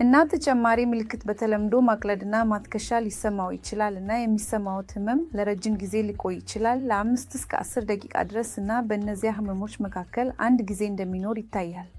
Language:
Amharic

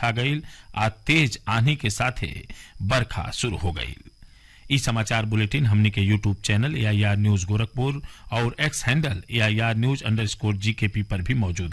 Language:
Bhojpuri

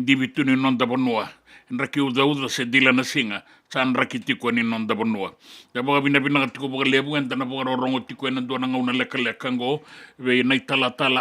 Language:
Fijian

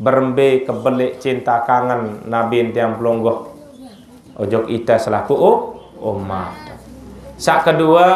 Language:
Sasak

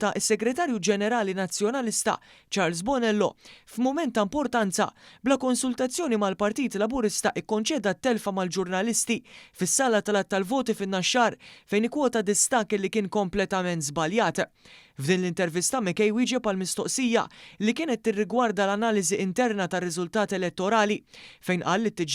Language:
Maltese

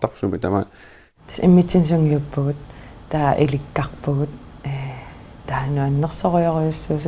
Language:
Kalaallisut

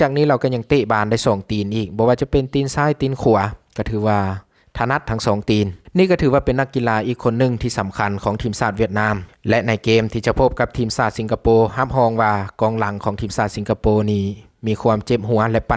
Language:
Lao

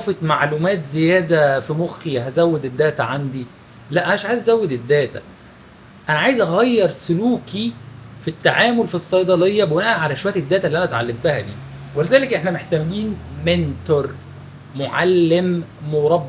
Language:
Egyptian Arabic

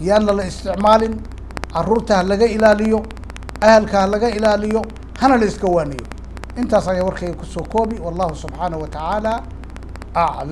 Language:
Somali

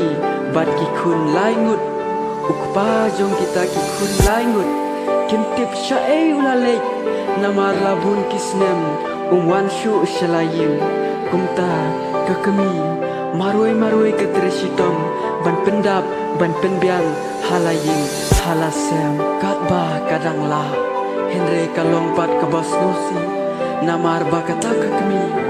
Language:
Khasi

